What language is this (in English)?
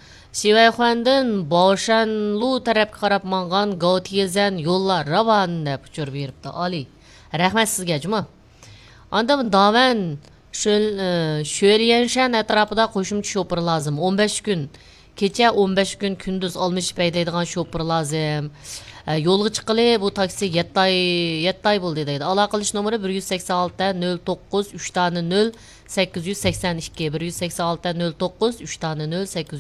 Uyghur